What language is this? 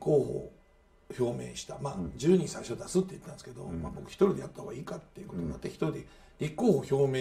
Japanese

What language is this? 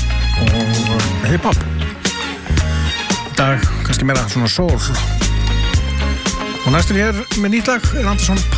Icelandic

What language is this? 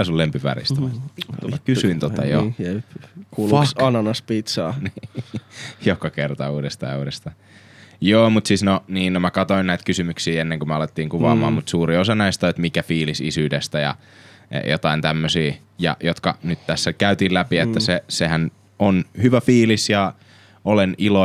Finnish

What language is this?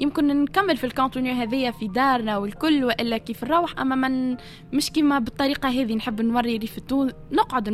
Tunisian Arabic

